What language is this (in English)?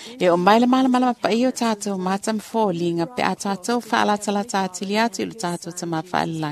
Samoan